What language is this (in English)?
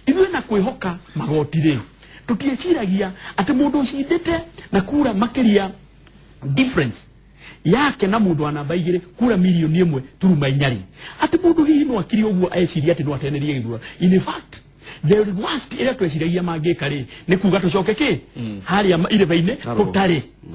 Kikuyu